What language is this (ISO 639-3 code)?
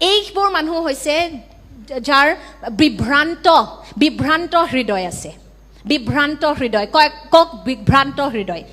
asm